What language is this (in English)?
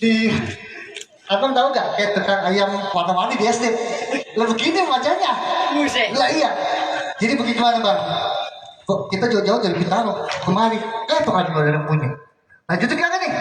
Betawi